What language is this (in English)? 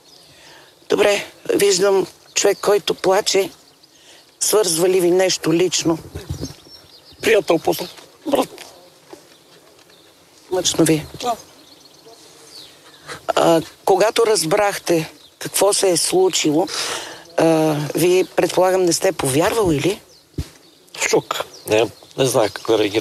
Bulgarian